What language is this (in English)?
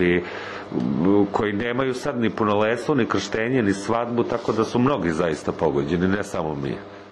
Serbian